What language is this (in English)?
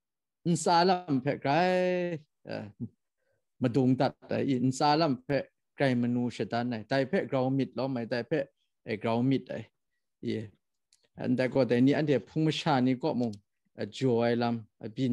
Kachin